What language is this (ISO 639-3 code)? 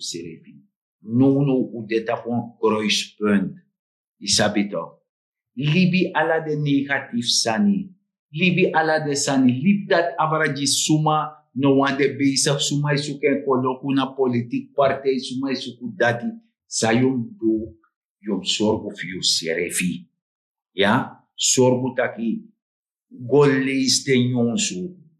srn